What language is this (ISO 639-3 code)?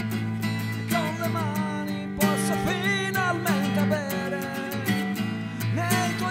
ita